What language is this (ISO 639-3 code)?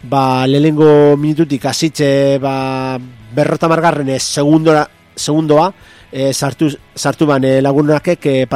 eus